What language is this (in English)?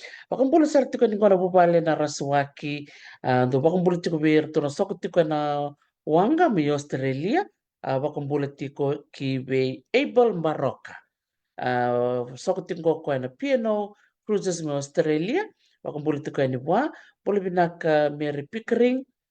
Fijian